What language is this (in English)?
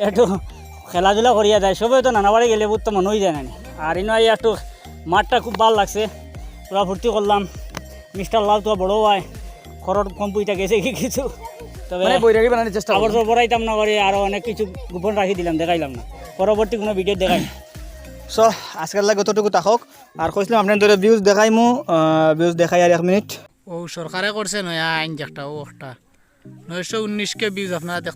Sylheti